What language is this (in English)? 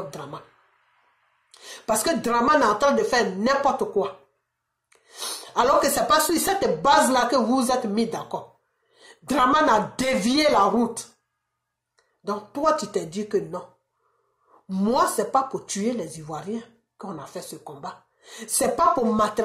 French